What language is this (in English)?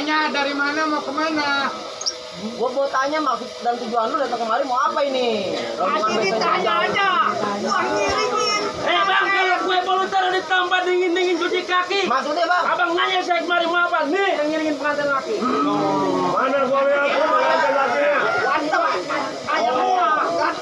Betawi